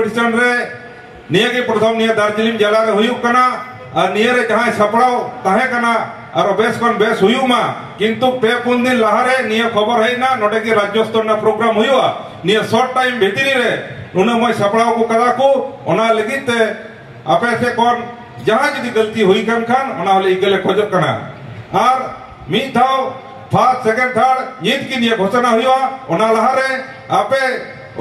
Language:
Santali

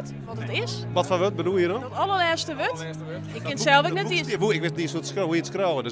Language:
Western Frisian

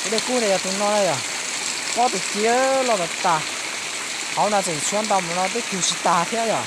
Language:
Hmong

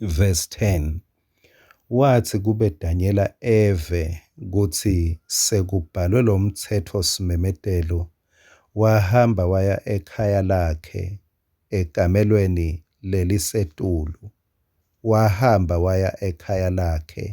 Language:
Swati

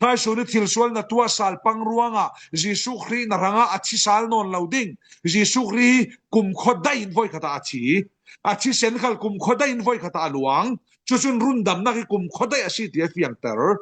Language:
Falam Chin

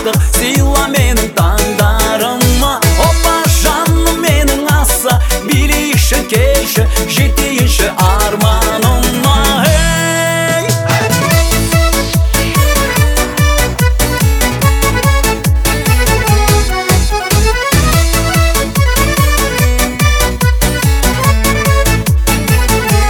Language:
Kazakh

